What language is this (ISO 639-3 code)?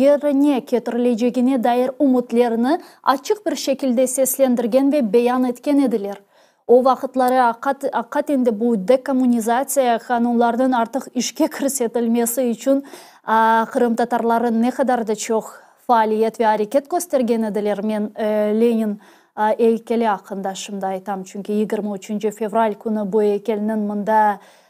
crh